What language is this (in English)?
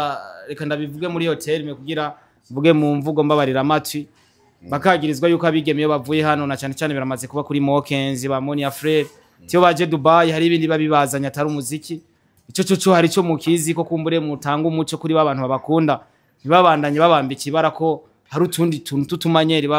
Rundi